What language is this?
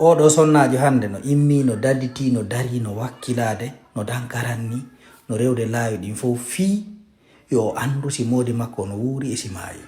Fula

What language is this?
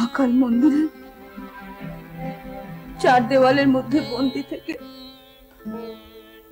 Bangla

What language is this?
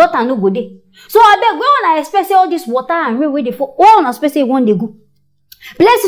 Nigerian Pidgin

